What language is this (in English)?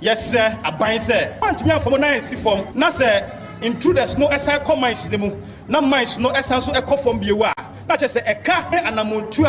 Akan